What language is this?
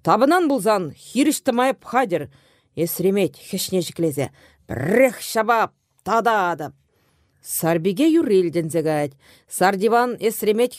Chuvash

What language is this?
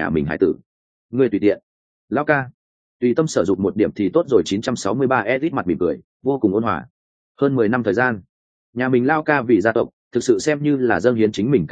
Vietnamese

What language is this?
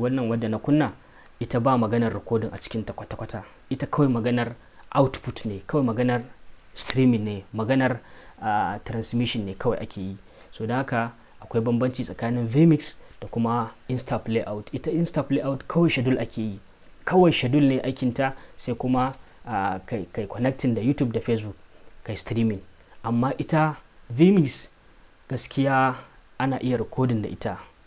Hausa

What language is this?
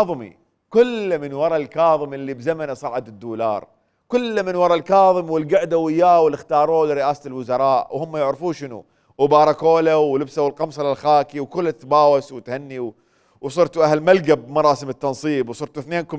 Mesopotamian Arabic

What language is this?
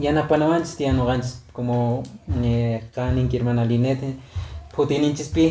Quechua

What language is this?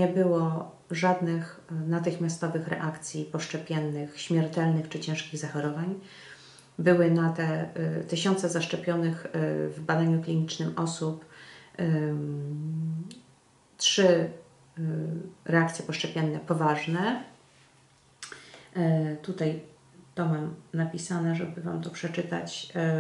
Polish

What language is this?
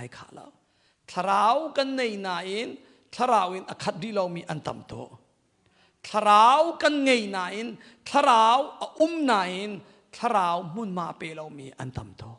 Hakha Chin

